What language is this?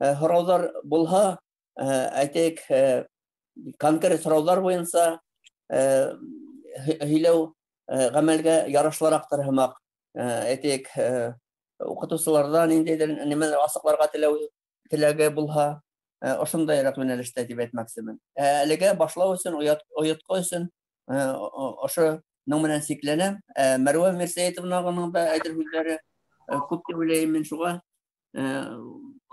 Bashkir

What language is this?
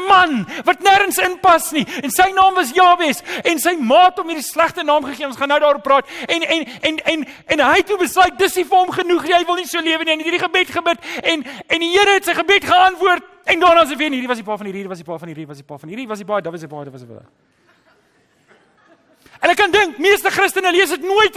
Afrikaans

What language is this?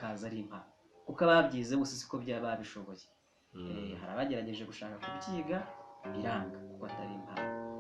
Kinyarwanda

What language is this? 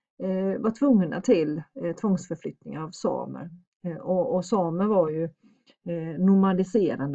Swedish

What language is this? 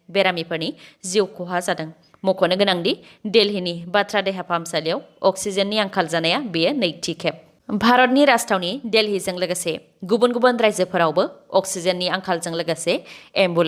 Bodo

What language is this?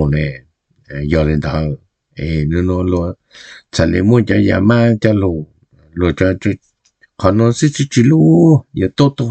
Hmong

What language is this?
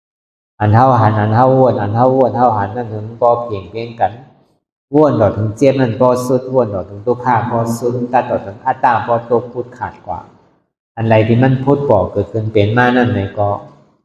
Shan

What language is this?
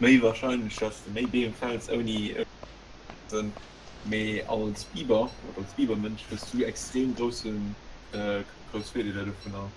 Luxembourgish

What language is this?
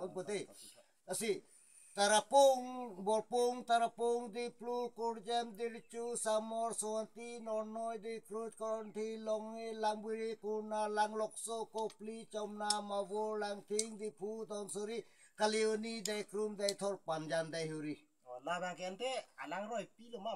Karbi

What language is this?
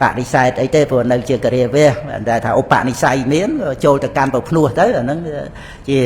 Khmer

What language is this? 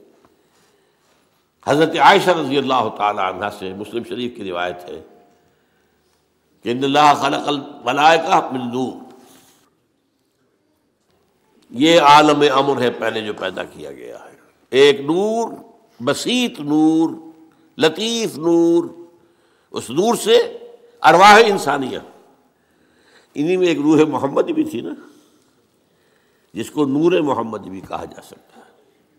Urdu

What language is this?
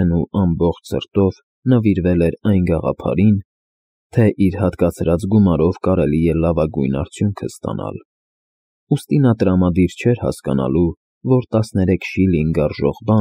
Armenian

